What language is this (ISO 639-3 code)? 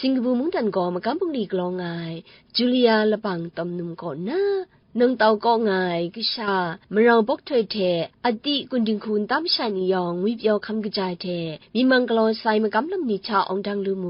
kac